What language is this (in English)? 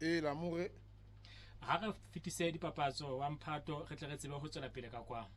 Southern Sotho